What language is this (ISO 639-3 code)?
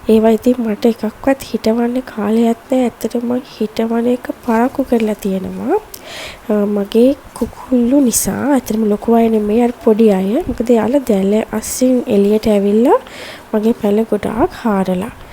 sin